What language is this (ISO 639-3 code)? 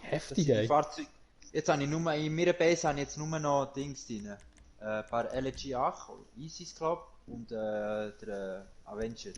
gsw